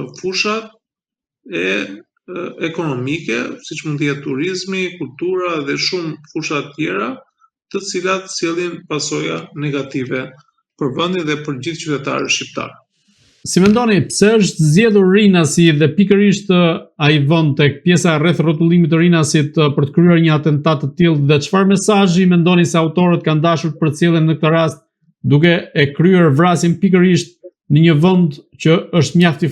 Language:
Albanian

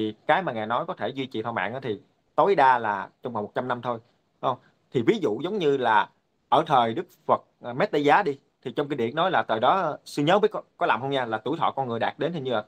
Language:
Vietnamese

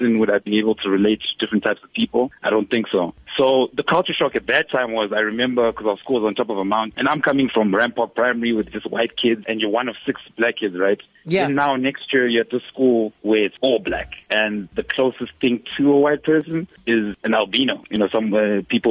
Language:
English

